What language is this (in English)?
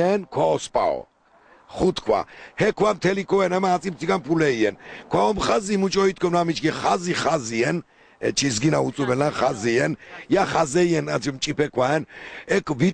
Laz